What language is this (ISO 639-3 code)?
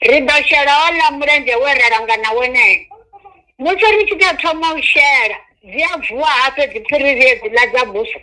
ven